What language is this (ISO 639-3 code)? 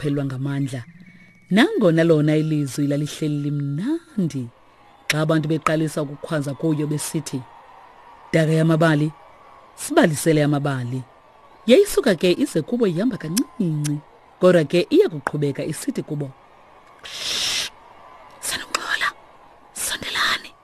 xho